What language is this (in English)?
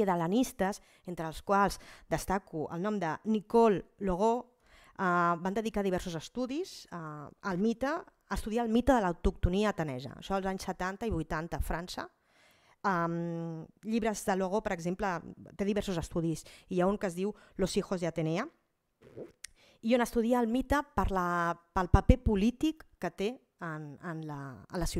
Catalan